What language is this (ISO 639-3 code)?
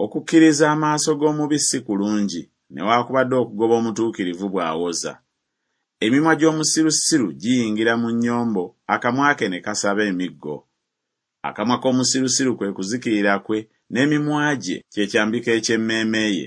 lug